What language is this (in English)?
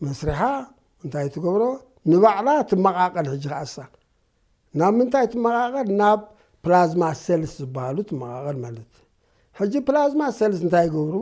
Tigrinya